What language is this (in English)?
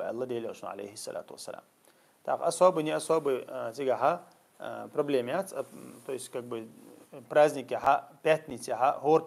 Chechen